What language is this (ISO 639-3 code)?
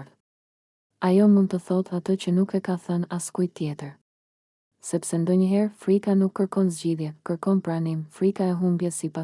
sqi